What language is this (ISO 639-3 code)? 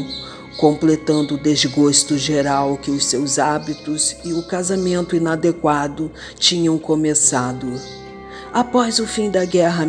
por